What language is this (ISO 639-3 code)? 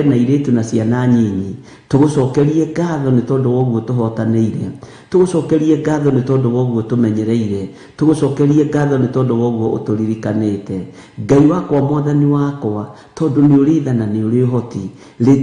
kik